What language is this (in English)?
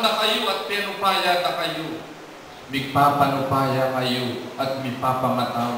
Pampanga